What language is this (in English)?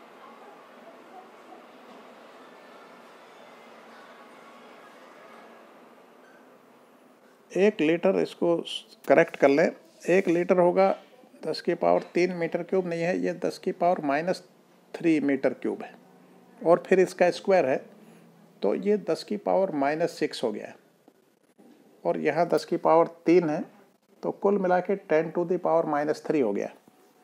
Hindi